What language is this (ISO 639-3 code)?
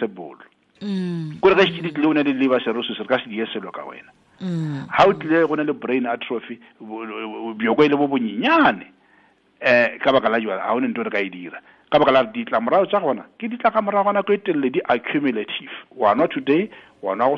nso